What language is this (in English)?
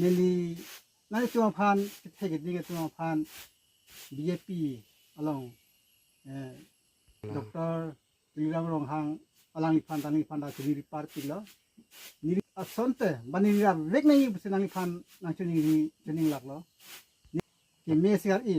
Karbi